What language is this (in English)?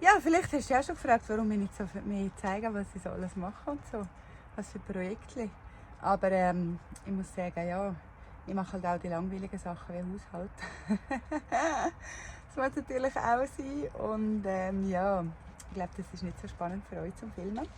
Swiss German